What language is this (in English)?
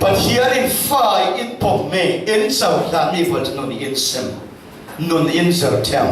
Falam Chin